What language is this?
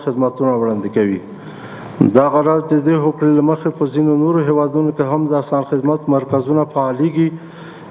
Pashto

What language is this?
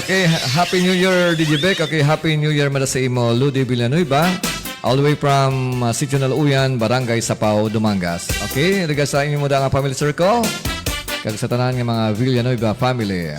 Hiligaynon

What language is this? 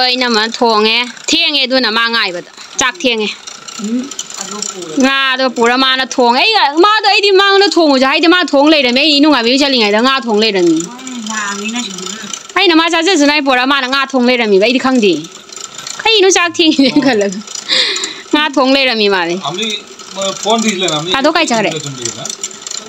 Manipuri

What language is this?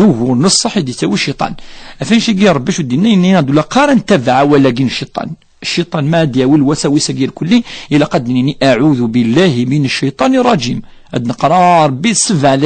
Kabyle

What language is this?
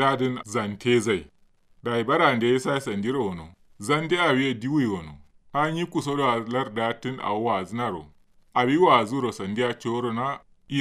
Kanuri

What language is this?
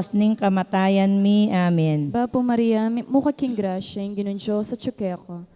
Pampanga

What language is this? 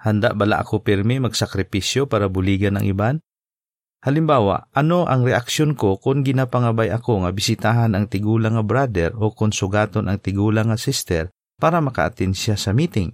Hiligaynon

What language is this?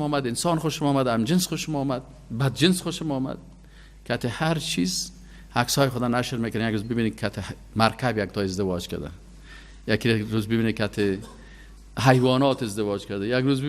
Persian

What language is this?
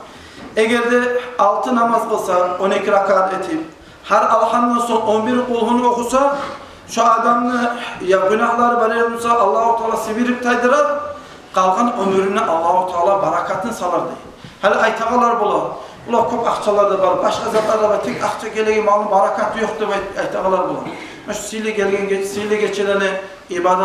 Kumyk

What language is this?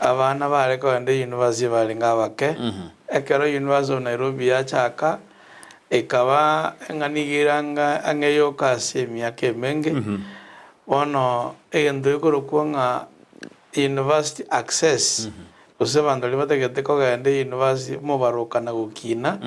Gusii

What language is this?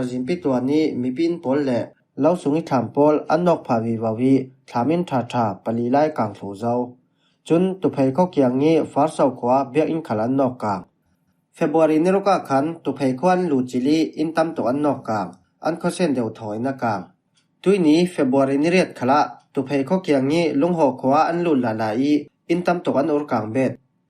Falam Chin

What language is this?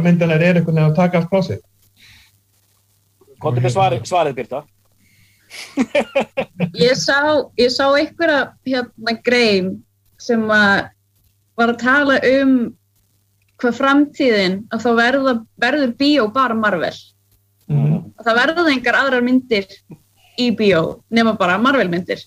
Icelandic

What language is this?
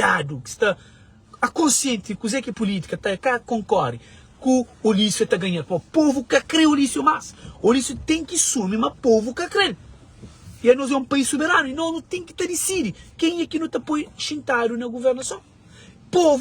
Kabuverdianu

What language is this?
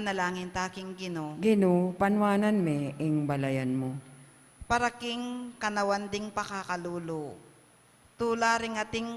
Pampanga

